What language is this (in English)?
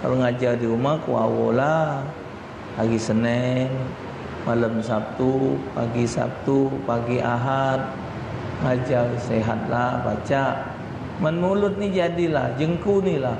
Musi